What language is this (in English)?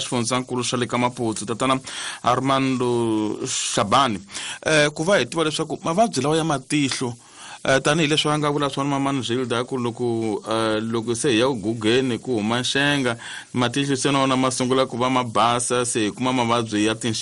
Tsonga